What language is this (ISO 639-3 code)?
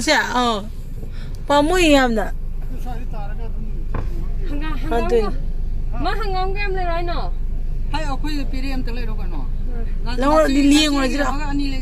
mni